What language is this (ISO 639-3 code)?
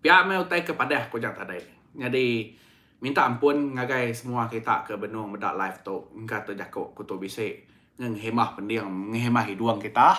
iba